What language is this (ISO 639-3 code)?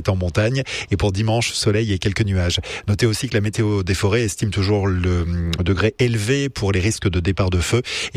fra